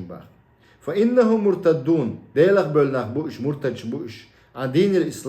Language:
Chechen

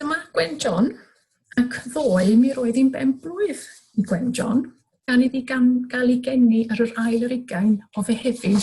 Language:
Welsh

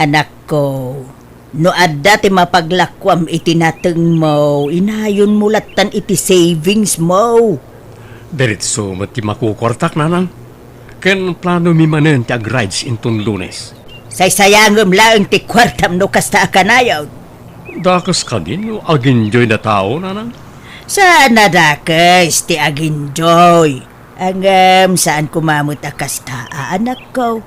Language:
Iloko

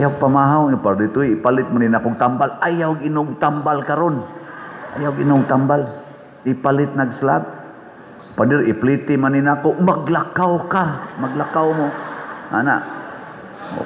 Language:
Cebuano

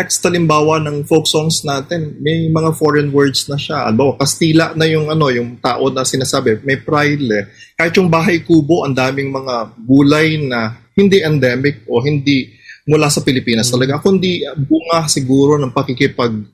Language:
Filipino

